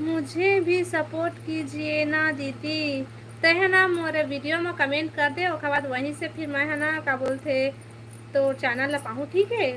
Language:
Chhattisgarhi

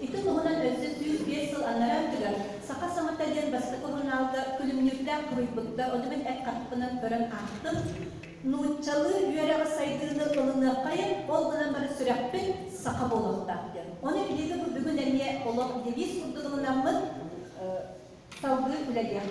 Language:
Yakut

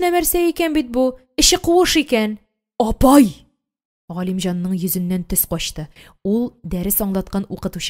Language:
Tatar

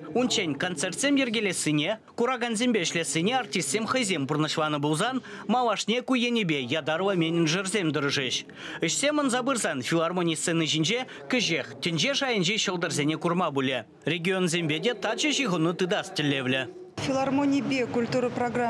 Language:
Chuvash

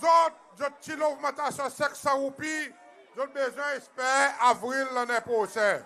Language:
Seselwa Creole French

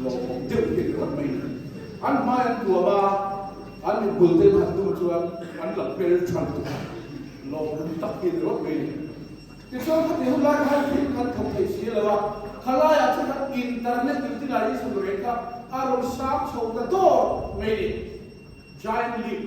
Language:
Mizo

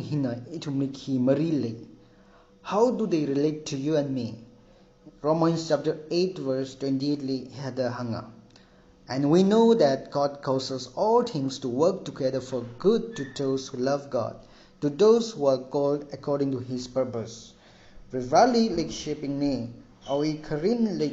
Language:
Tangkhul Naga (India)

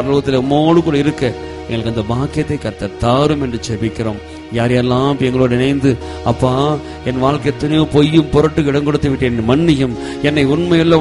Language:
Tamil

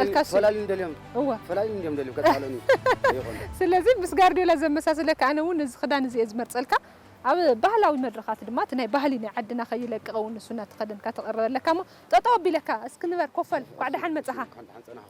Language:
Tigrinya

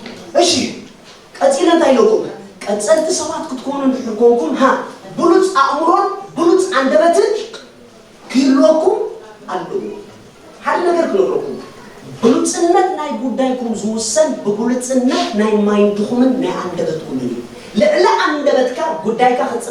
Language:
Tigrinya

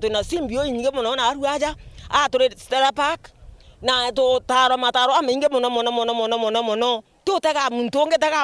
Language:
Meru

